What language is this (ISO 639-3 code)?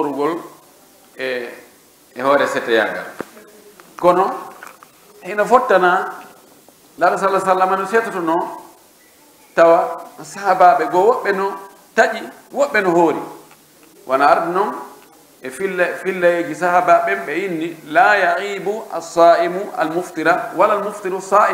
fuf